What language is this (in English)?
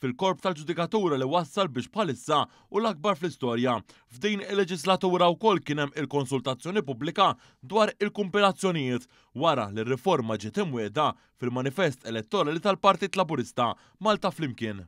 Maltese